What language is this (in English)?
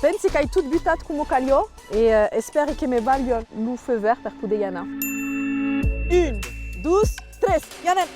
Occitan